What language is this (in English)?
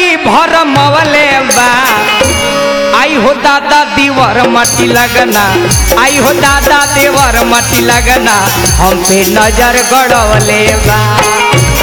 Bhojpuri